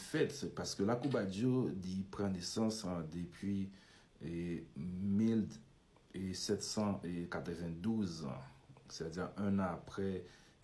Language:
Haitian Creole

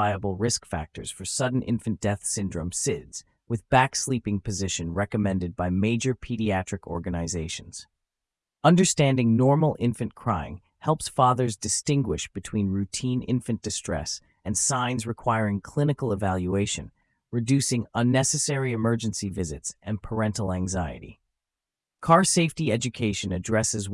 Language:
English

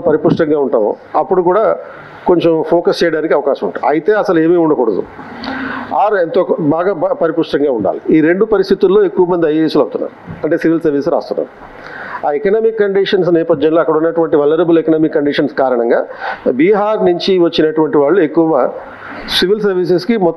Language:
Telugu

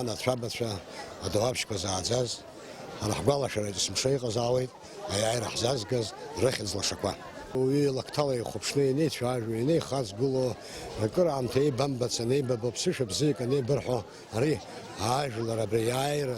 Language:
Abkhazian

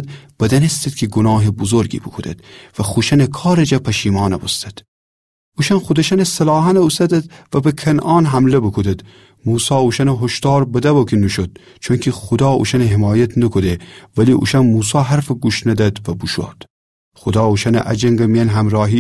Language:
Gilaki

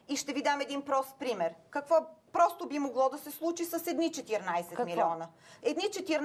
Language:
Bulgarian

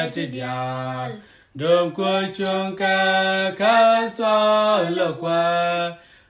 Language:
Nuer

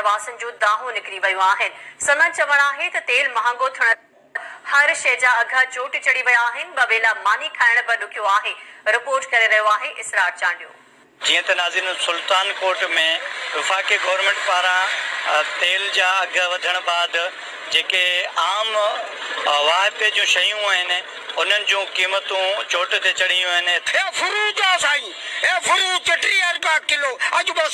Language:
Sindhi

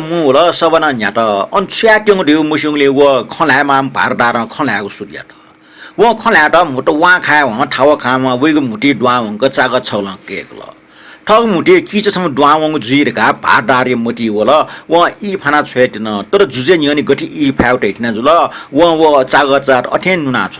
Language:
Newari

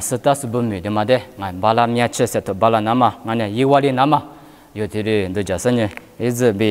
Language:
Lisu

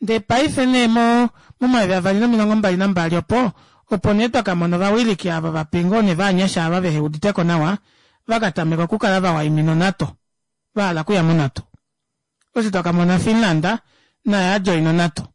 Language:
Kuanyama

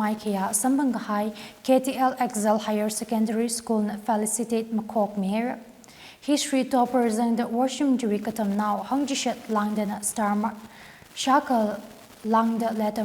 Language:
Tangkhul Naga (India)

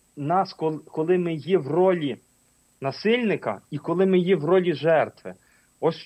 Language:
Ukrainian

